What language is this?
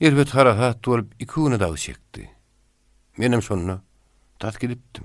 Turkmen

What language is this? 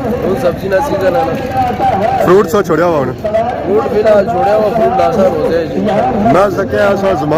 Pahari-Potwari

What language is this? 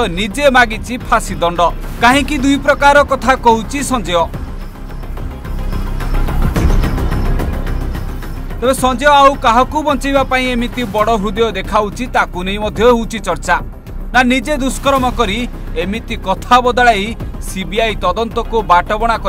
Odia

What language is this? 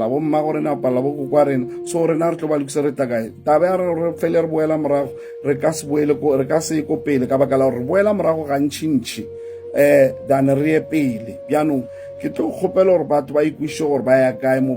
Northern Sotho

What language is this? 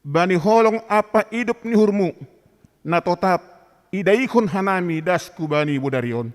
Batak Simalungun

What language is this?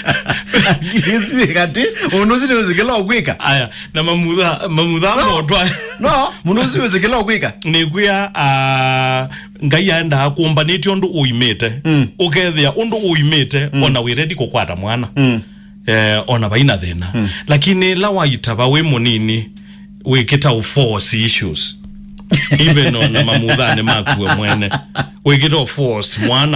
Kamba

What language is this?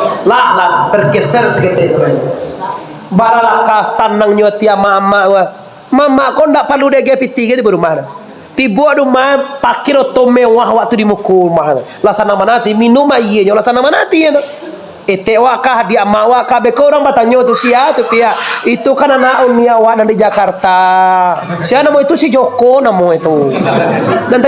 Minangkabau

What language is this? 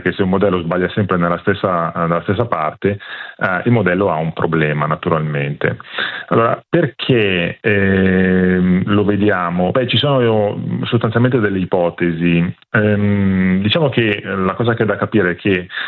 Italian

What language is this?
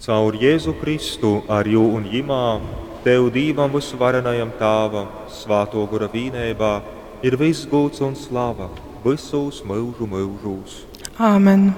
Latgalian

